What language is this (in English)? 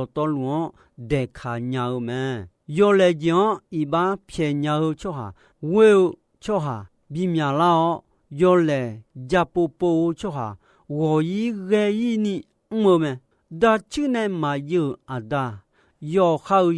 Akha